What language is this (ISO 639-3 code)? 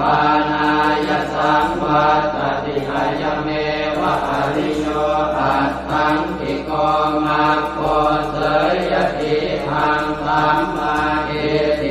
pli